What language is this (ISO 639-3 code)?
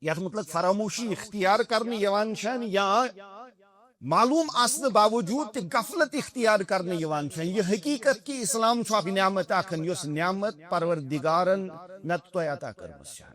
kas